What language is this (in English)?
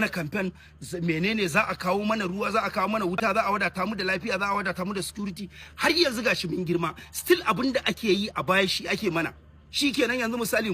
Hausa